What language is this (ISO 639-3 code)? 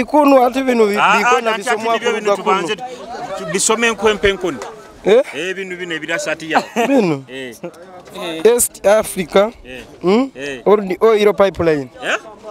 nyo